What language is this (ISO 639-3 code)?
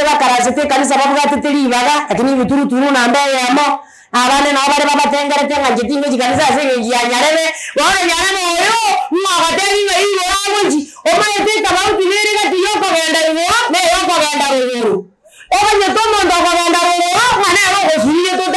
guz